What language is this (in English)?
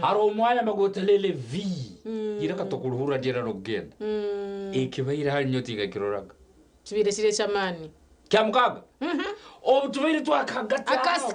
Nyankole